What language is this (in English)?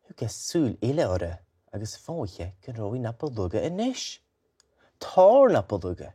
Scottish Gaelic